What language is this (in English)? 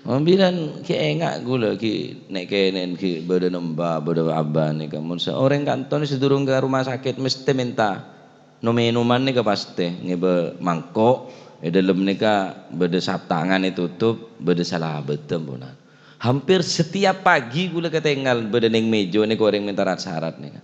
Madurese